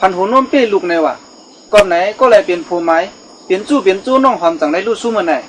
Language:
Shan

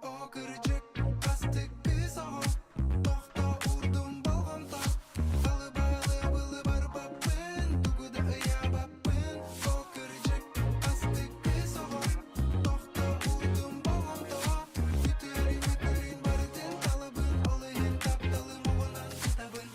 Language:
Yakut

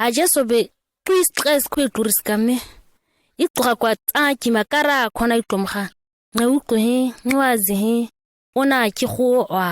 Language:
ǁGana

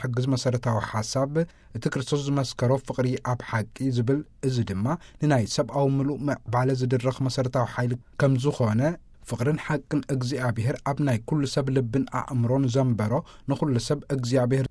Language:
Tigrinya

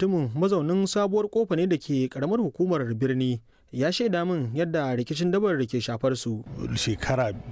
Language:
Hausa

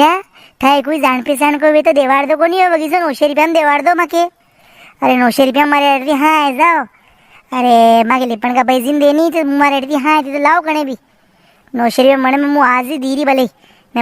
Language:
Rajasthani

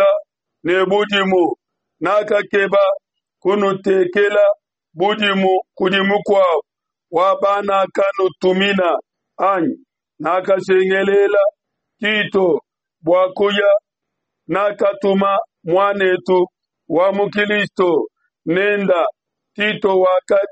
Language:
Luba-Lulua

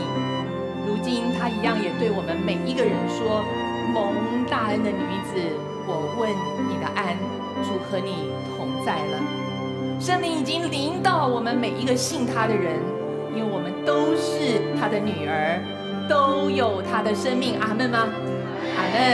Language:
Chinese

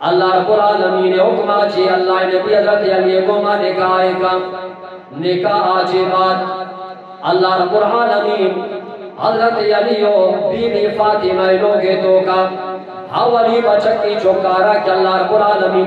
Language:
Eastern Balochi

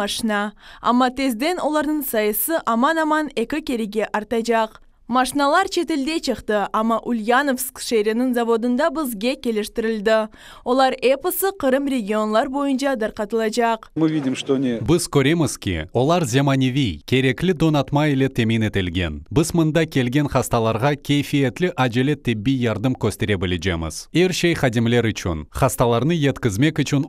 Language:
Crimean Tatar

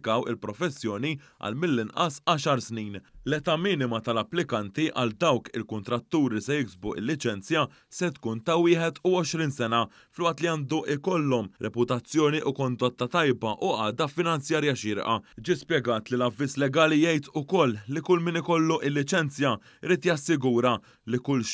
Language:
Maltese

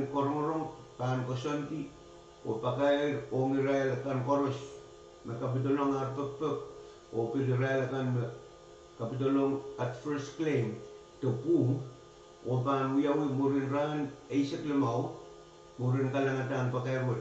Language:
Pohnpeian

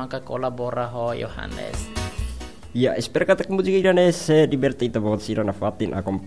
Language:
Tetum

